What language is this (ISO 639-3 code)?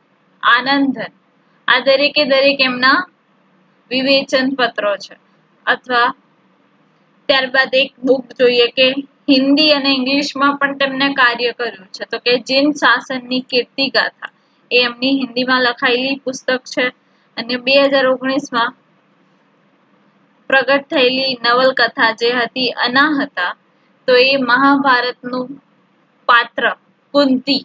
guj